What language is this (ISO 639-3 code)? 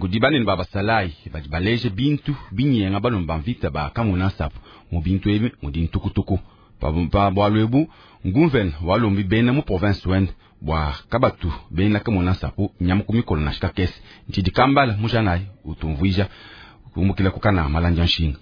lua